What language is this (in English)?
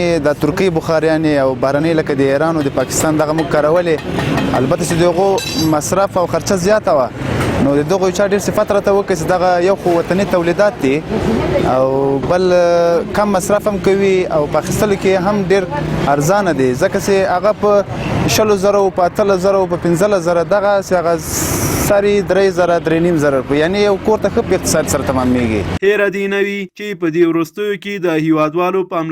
Pashto